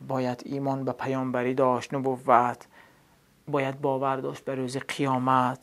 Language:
Tajik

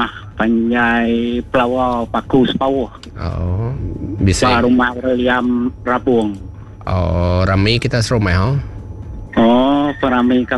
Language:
Iban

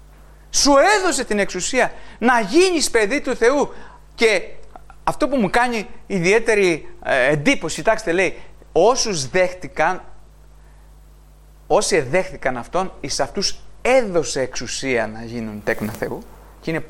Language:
Greek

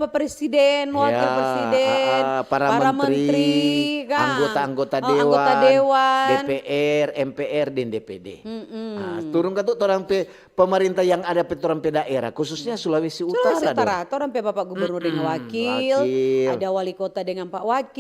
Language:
Manado Malay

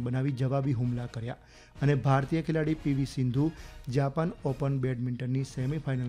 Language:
Gujarati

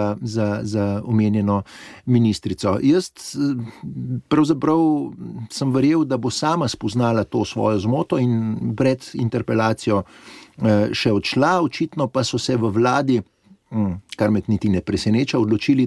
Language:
Slovenian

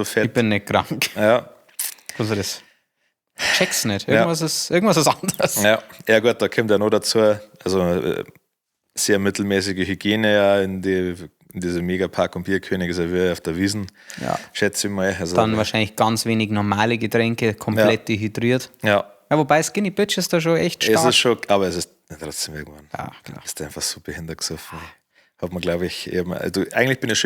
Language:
Bavarian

